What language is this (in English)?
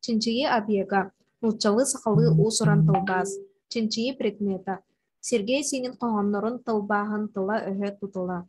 Yakut